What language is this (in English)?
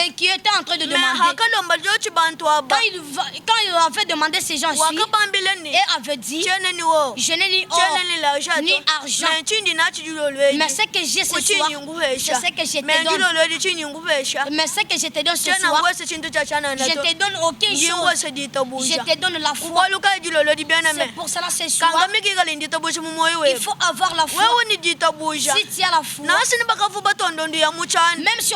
Luba-Lulua